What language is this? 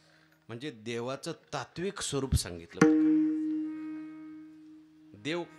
Marathi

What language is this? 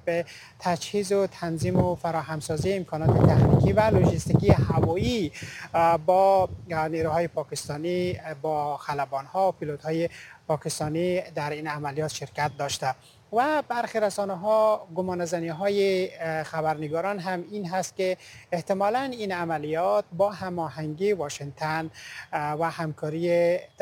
Persian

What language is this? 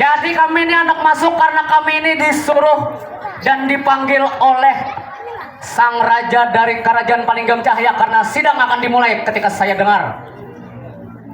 Banjar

